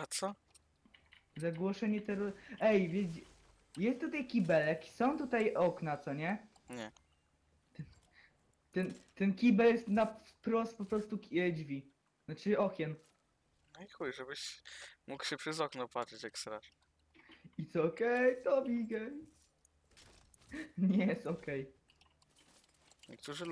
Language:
Polish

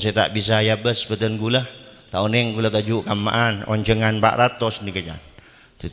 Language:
Madurese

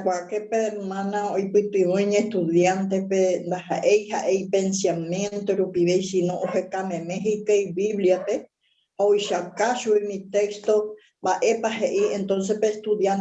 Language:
Guarani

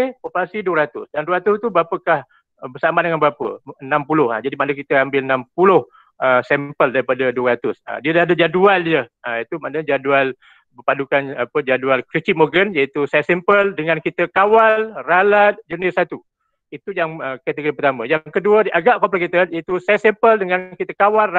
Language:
Malay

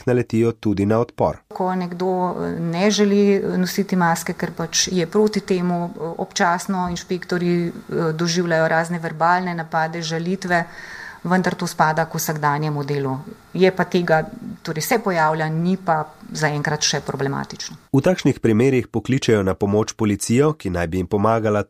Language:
Slovenian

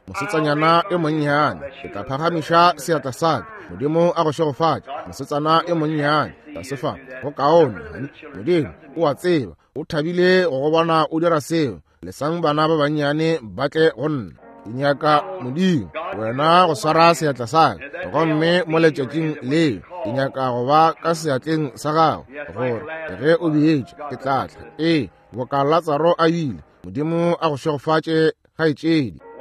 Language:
Northern Sotho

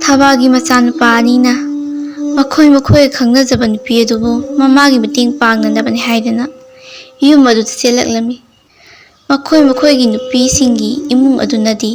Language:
Manipuri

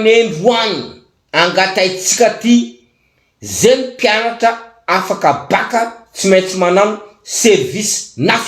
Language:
Malagasy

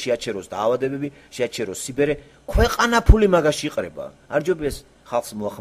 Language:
Georgian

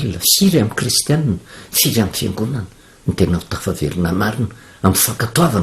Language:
Malagasy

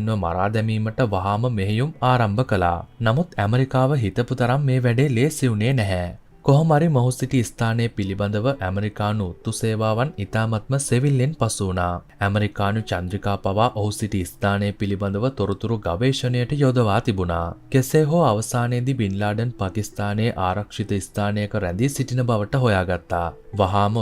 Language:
Sinhala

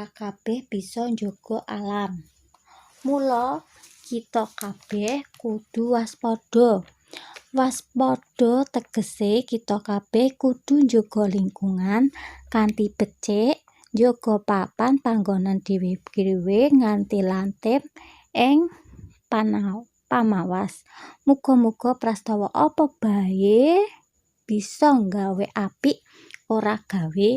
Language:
Javanese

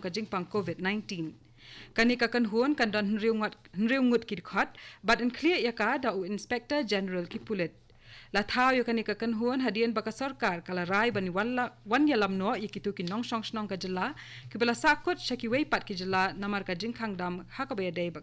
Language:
Khasi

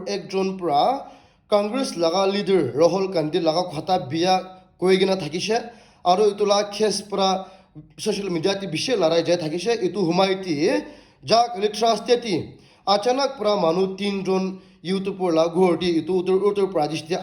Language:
Naga Pidgin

